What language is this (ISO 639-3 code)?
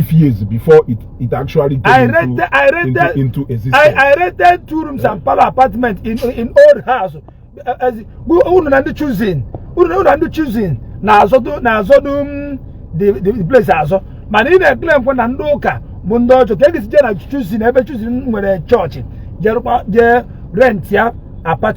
ibo